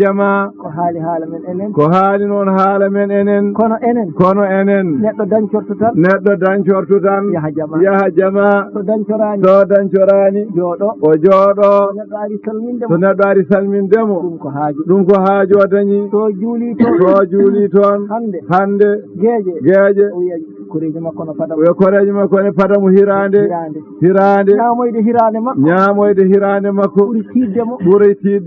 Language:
Fula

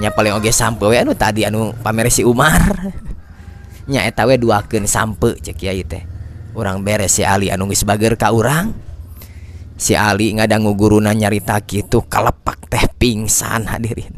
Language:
Sundanese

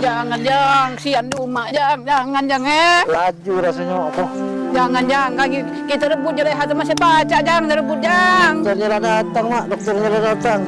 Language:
Musi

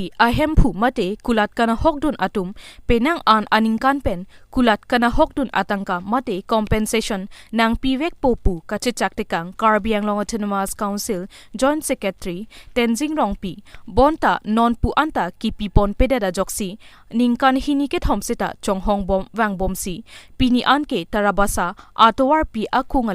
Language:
Karbi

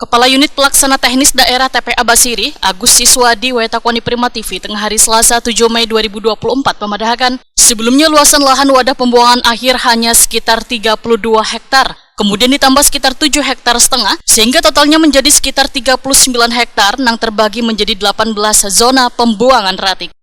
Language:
Banjar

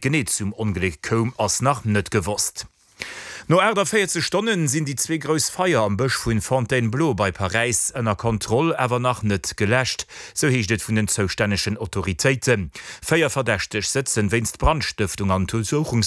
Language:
Luxembourgish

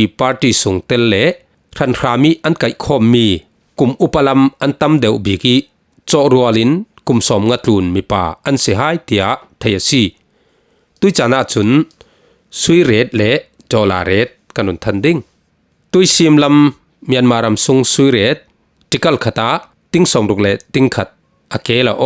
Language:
Falam Chin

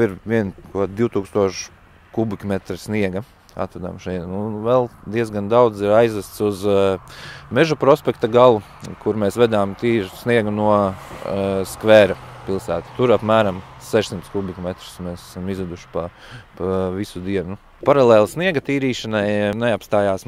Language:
Latvian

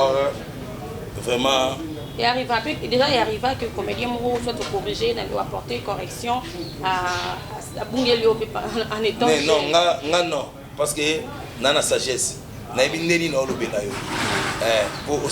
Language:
Lingala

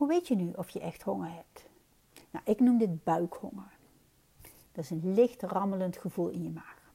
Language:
Dutch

